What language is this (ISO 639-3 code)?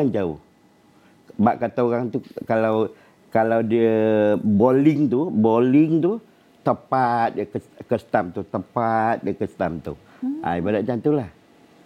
msa